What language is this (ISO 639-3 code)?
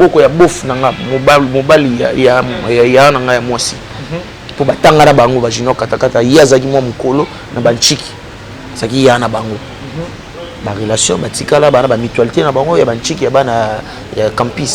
lin